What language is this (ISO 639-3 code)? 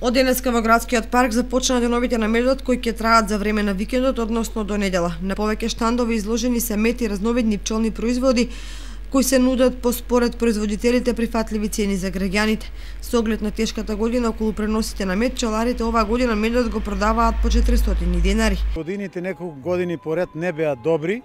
mkd